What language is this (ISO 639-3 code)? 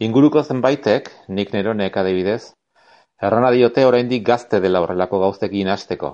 eus